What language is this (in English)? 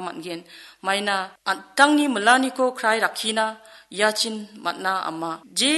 Garo